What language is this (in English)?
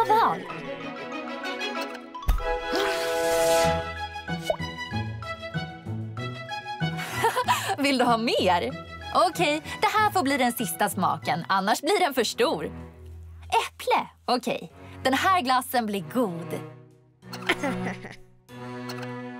Swedish